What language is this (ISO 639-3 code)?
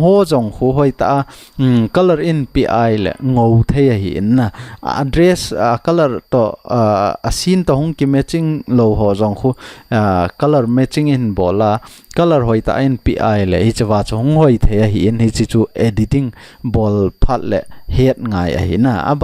tcz